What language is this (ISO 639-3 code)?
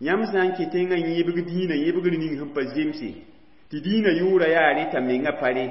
mos